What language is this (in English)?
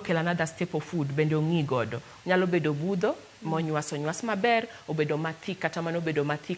Luo (Kenya and Tanzania)